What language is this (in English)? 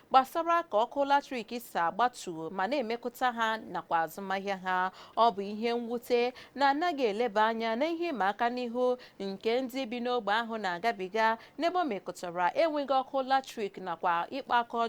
Igbo